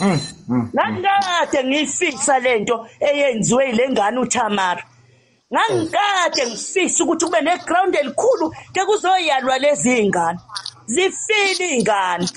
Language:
Zulu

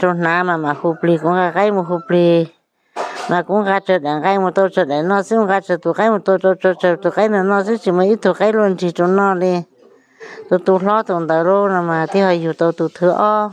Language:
Hmong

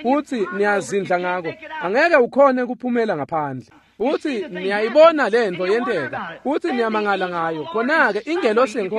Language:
Swati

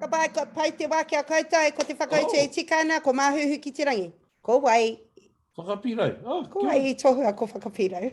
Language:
Māori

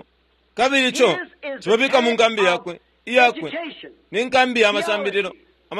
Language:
Bemba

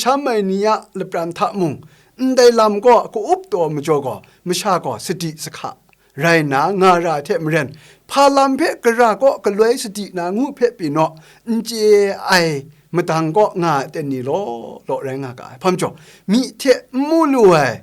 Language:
Kachin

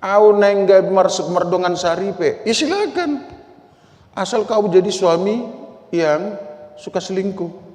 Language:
Batak Toba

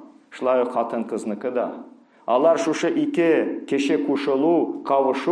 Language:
Tatar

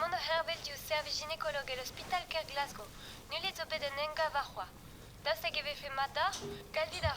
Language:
Breton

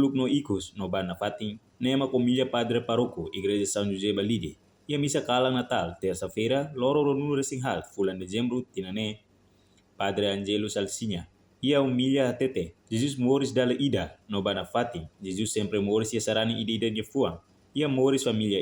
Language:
Tetum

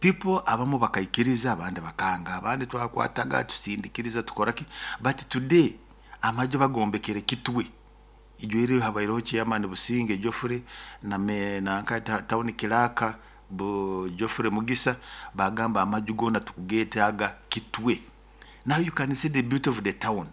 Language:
Nyoro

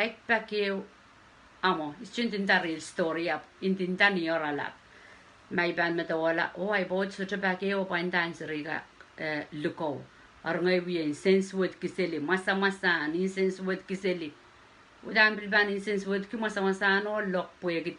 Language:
Pohnpeian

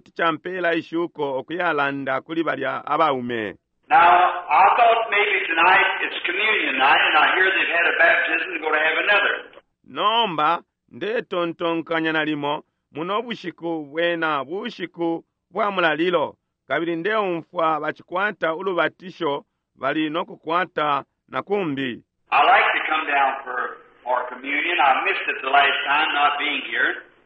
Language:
Bemba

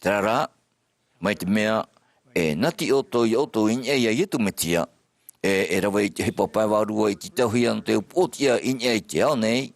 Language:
Tahitian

